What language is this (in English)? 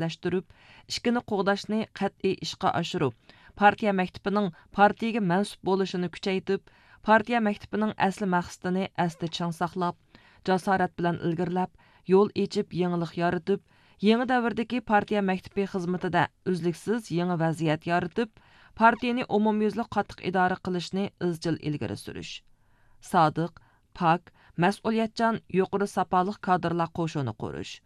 Uyghur